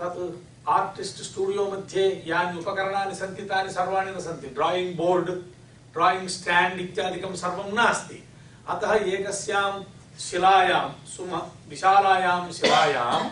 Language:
Sanskrit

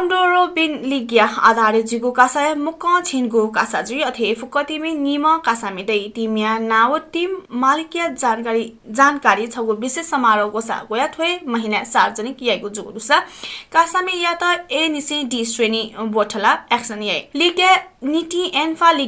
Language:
Newari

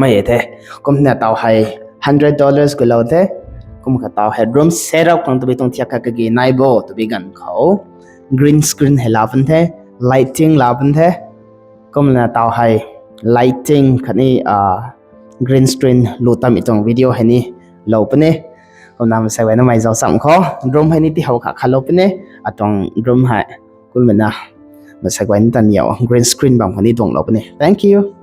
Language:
Rongmei Naga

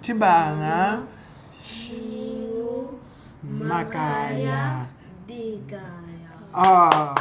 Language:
Luba-Lulua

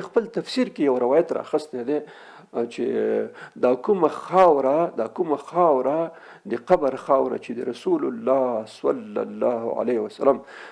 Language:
Pashto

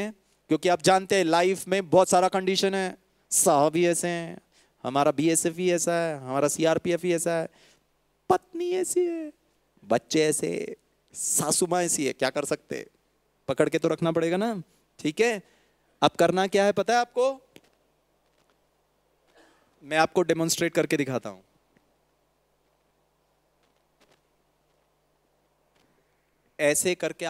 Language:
Hindi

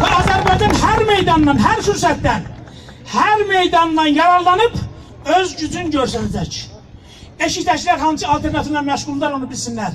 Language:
South Azerbaijani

